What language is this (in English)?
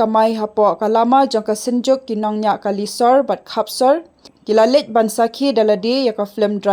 Khasi